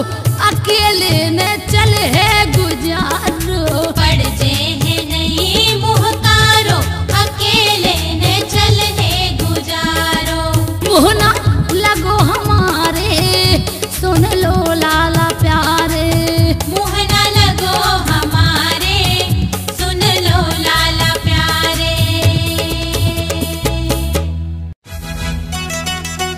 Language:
Bundeli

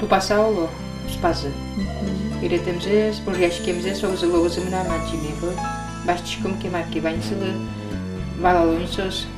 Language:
Udmurt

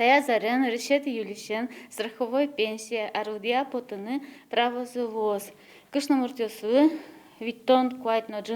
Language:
Udmurt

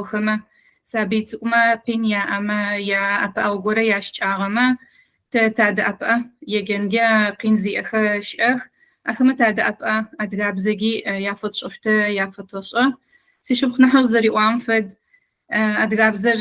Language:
Adyghe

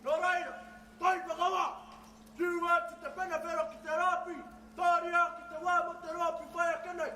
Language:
Māori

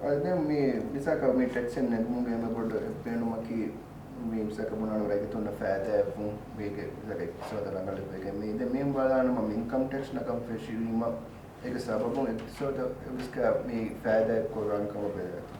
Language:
Divehi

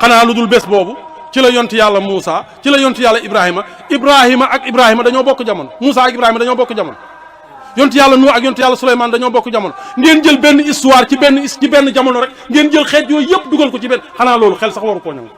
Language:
Wolof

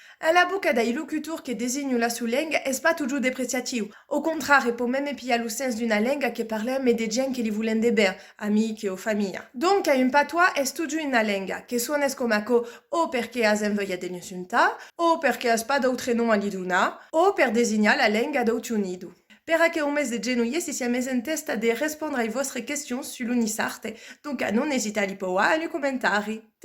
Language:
Occitan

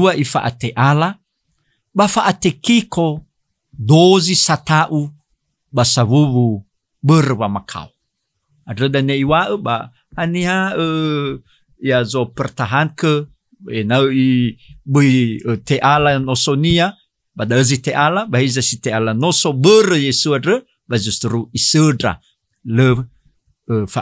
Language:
Nias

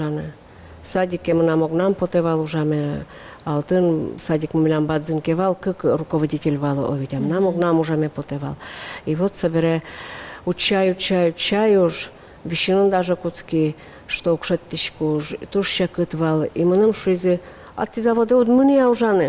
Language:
Udmurt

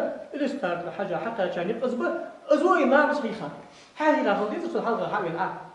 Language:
Ingush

